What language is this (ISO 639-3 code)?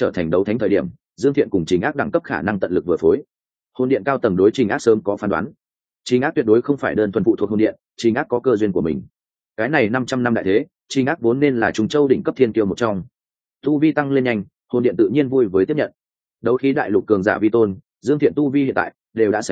vie